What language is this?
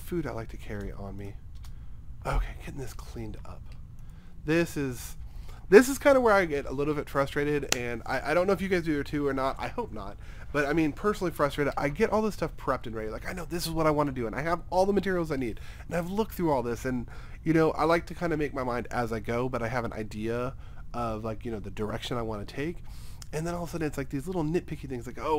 English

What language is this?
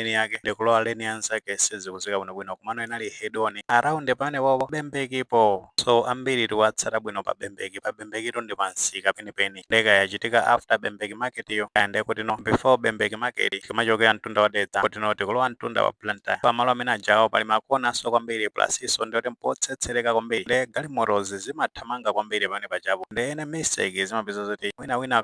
Nyanja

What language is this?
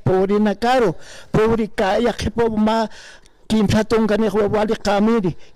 Aymara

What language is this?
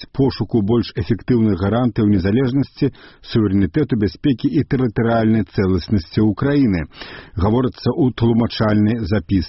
Belarusian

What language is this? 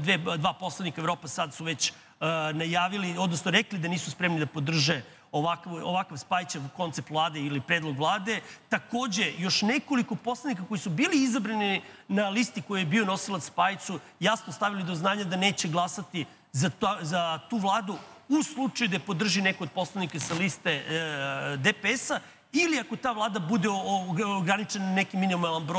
Serbian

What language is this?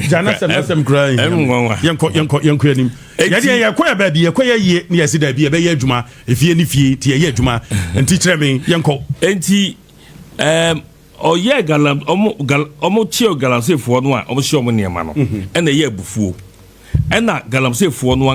Akan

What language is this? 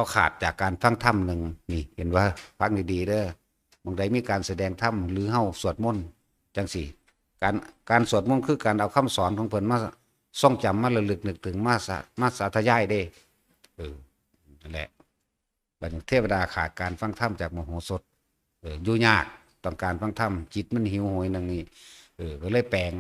Northeastern Thai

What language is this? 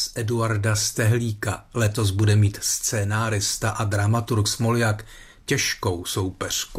Czech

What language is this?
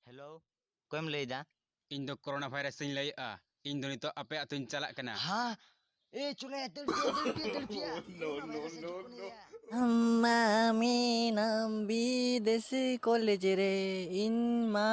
Santali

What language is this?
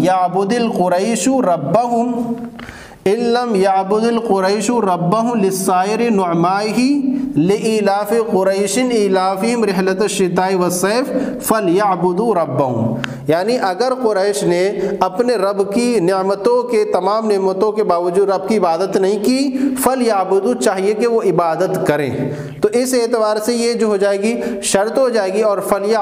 Urdu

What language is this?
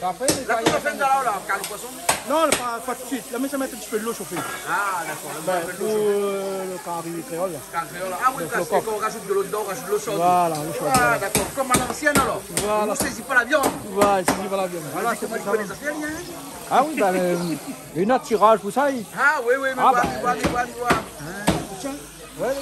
Réunion Creole French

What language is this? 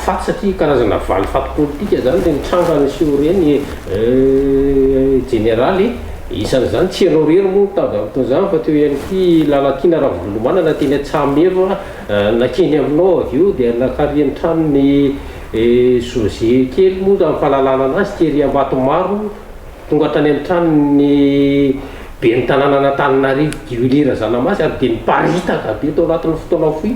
Malagasy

